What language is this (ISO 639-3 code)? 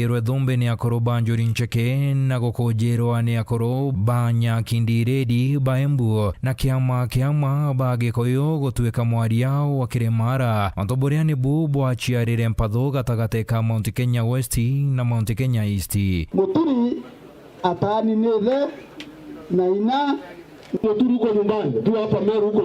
mer